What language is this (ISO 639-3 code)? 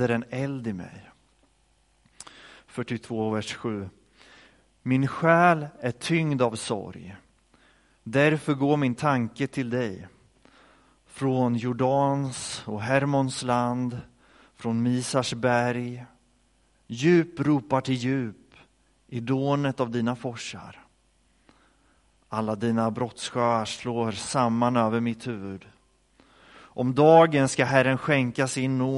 swe